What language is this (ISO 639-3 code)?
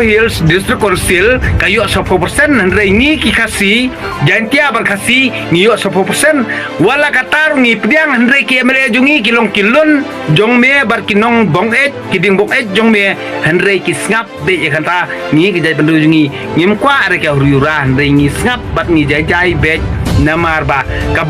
kha